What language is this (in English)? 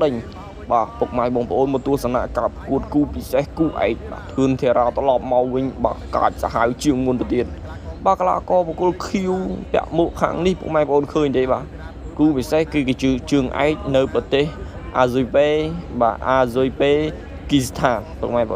Khmer